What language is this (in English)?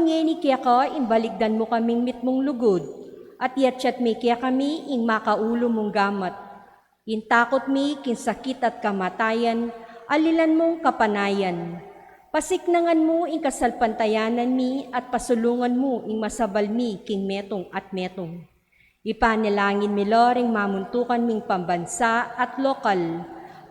Pampanga